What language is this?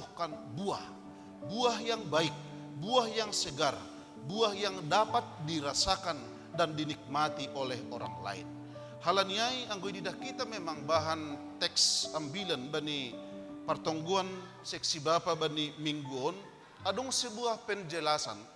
Batak Simalungun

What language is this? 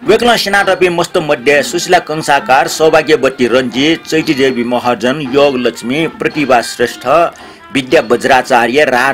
Newari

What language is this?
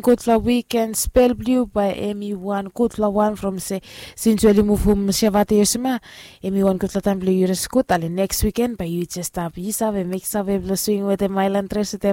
Bislama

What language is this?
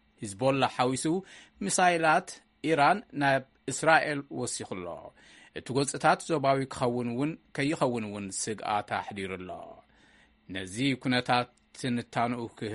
Tigrinya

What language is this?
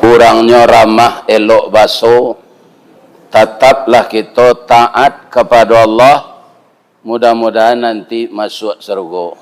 Minangkabau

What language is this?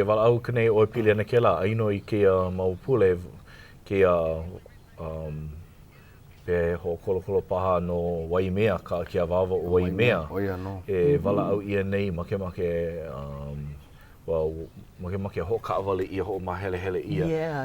Hawaiian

